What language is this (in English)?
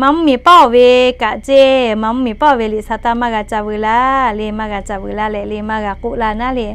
Lahu